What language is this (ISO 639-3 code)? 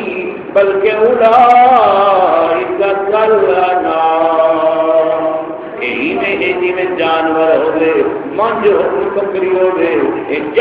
skr